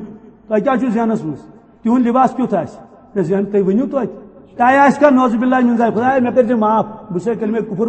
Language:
Kashmiri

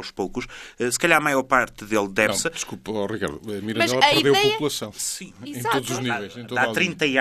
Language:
Portuguese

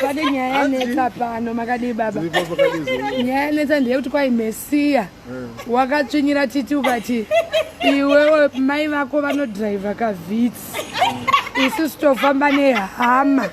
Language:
Shona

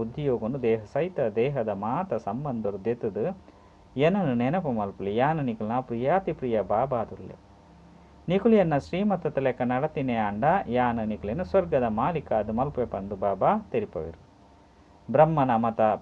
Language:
Tulu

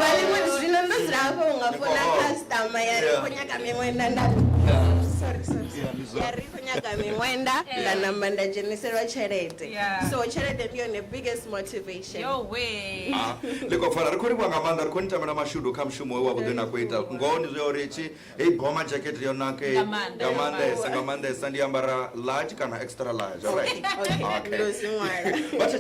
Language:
Venda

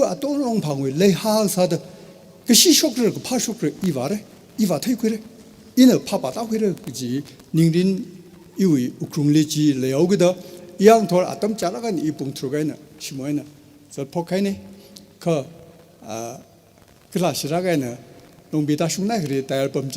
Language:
Tangkhul Naga (India)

